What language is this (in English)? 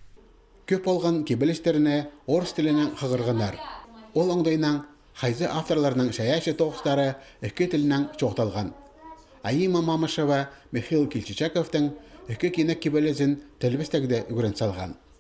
Khakas